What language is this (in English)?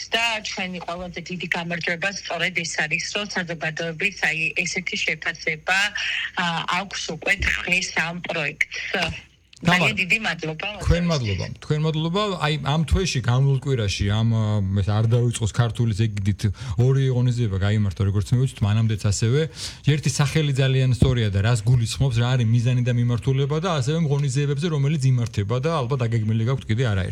Georgian